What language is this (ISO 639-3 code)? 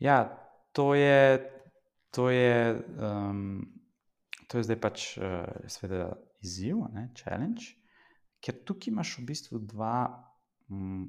slv